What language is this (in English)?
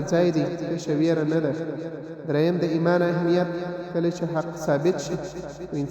Pashto